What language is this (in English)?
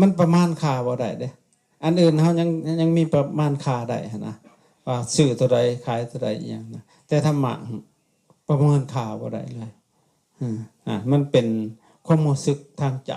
Lao